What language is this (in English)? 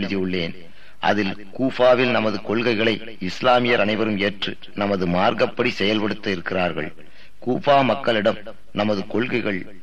Tamil